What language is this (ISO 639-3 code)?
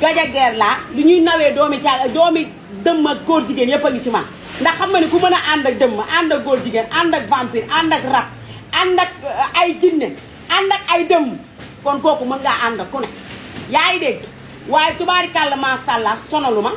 wol